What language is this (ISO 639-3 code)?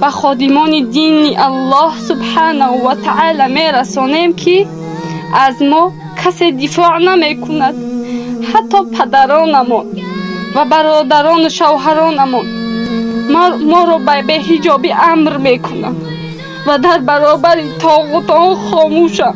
fas